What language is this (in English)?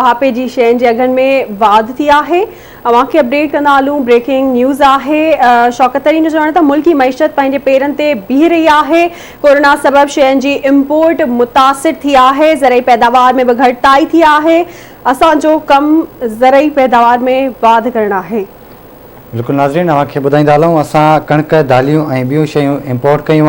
Sindhi